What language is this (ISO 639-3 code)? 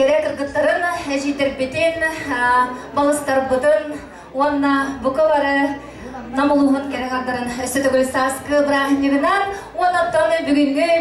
sah